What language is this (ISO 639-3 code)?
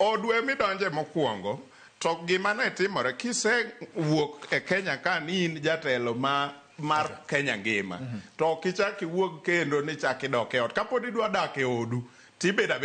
luo